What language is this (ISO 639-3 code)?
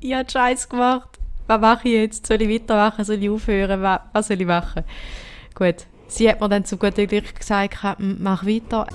gsw